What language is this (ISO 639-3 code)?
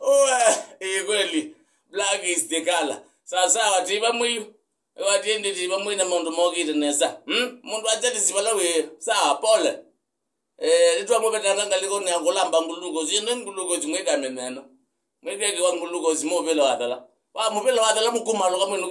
kam